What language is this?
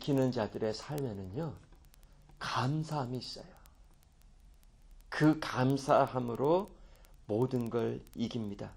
Korean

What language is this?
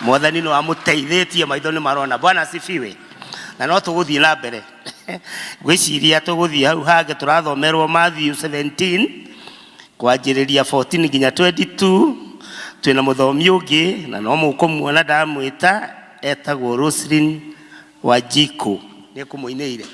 Kikuyu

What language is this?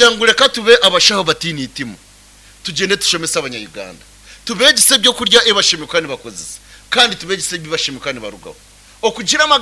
Nyankole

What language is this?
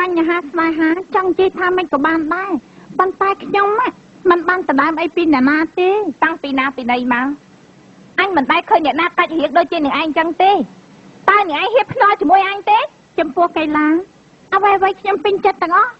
Khmer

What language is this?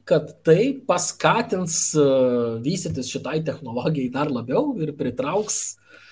Lithuanian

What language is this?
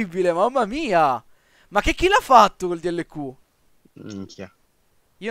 Italian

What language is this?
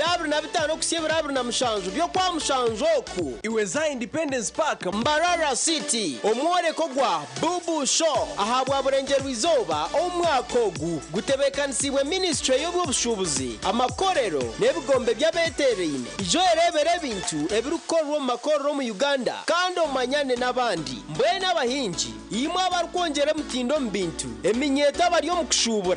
Nyankole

